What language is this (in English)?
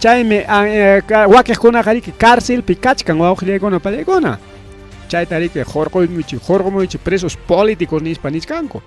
Ayacucho Quechua